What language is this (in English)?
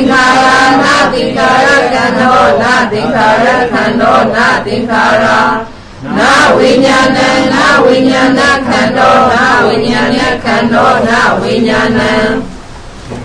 Burmese